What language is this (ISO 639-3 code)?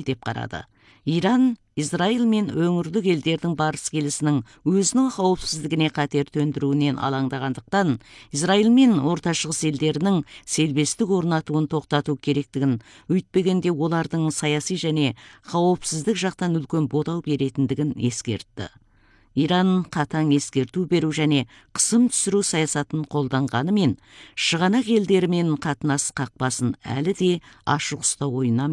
kaz